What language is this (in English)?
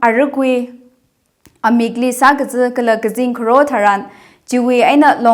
Tangkhul Naga (India)